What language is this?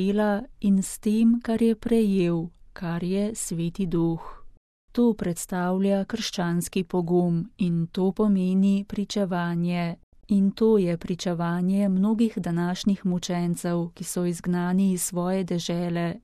Slovenian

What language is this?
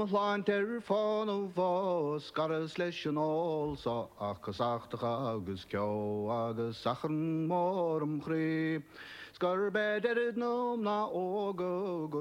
Irish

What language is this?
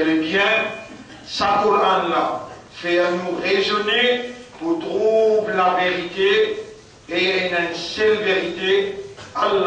Morisyen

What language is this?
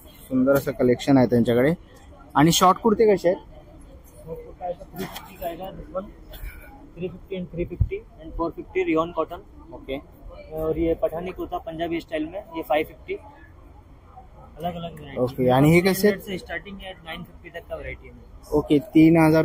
Marathi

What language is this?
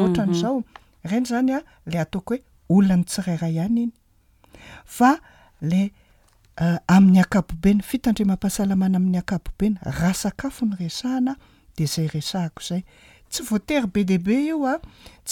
Malagasy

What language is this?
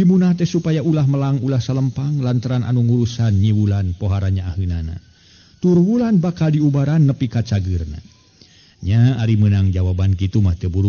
Sundanese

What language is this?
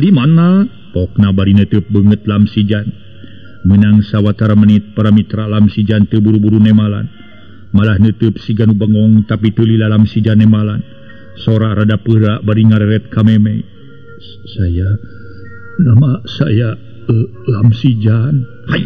Sundanese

